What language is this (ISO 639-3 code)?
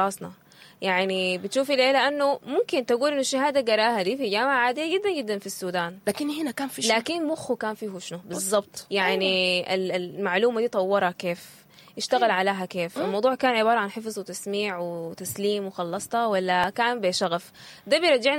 apd